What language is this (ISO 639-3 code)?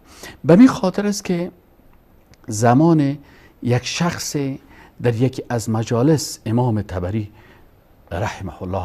fas